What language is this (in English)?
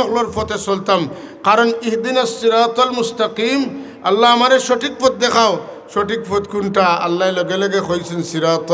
Sylheti